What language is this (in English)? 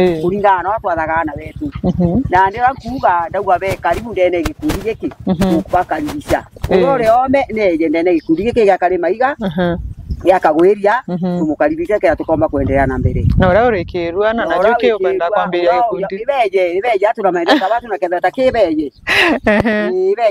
Meru